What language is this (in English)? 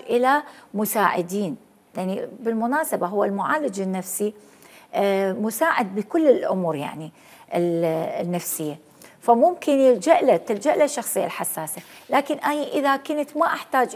Mesopotamian Arabic